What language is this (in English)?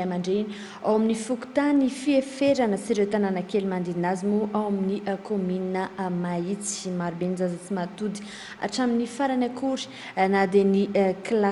Malagasy